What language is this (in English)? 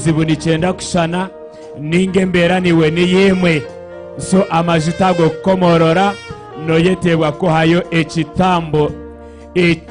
Nyankole